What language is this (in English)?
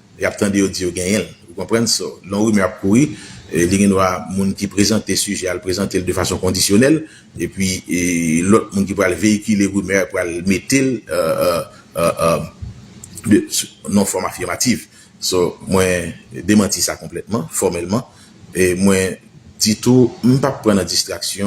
Haitian Creole